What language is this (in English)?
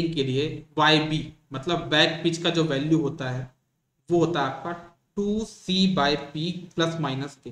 Hindi